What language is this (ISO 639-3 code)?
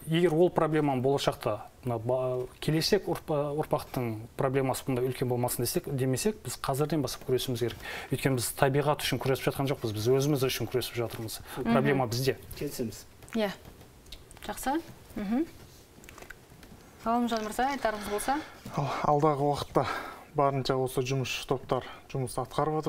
kaz